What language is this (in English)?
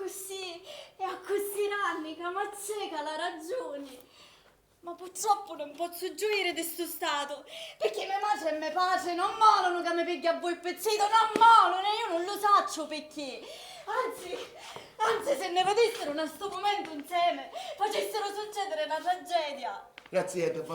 Sicilian